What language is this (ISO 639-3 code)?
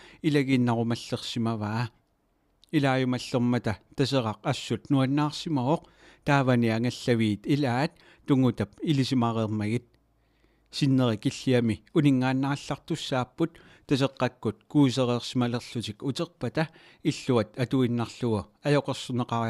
kal